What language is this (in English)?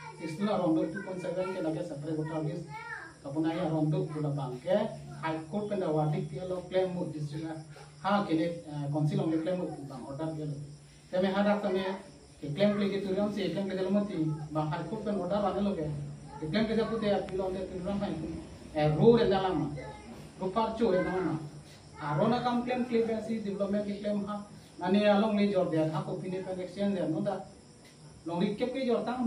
Karbi